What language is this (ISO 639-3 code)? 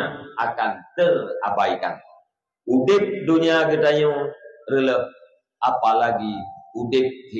ace